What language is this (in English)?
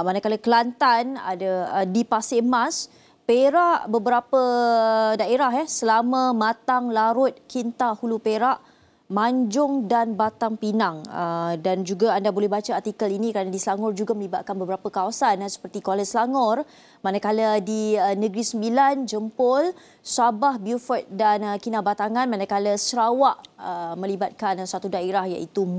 Malay